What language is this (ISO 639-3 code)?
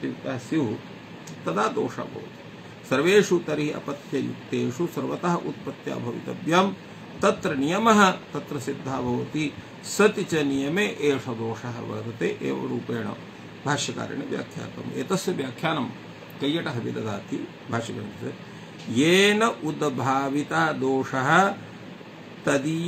san